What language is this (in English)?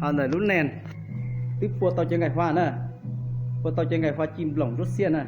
Hmong